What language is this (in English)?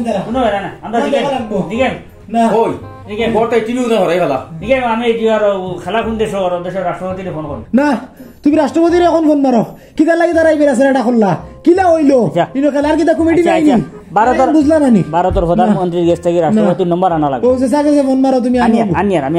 Sylheti